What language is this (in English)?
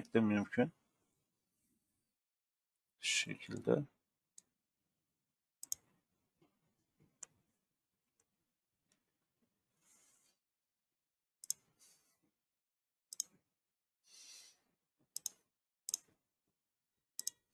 Turkish